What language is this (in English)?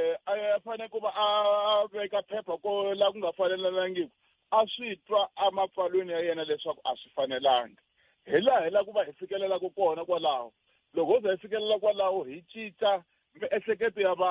Tsonga